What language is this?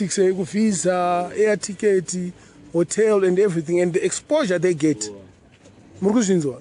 Shona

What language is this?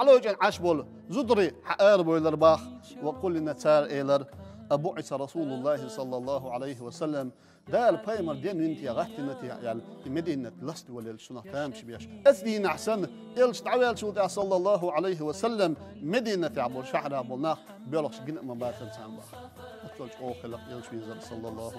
Chechen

